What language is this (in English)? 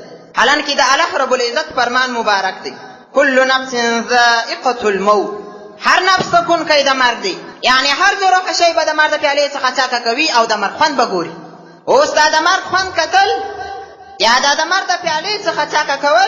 Pashto